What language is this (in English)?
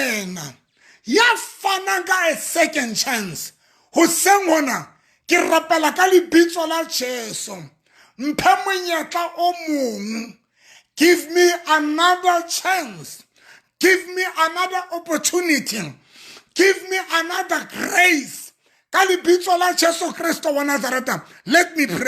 Southern Sotho